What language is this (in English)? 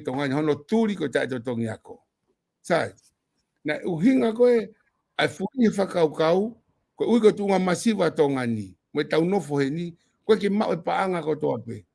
Tongan